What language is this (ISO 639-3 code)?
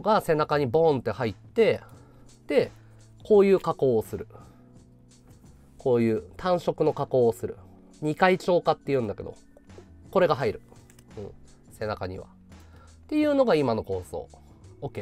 jpn